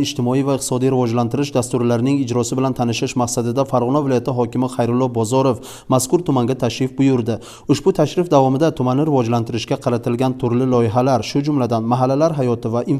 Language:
Uzbek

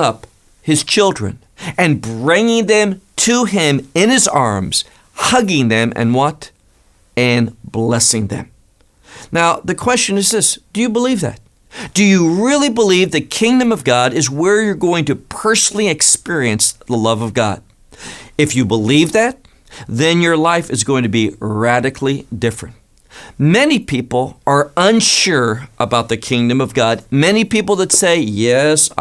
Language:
English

